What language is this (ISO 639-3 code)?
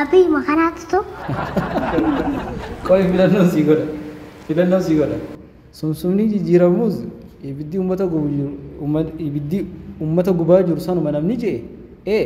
orm